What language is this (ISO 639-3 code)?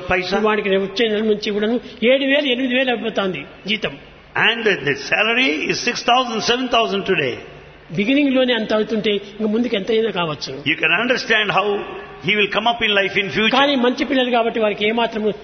tel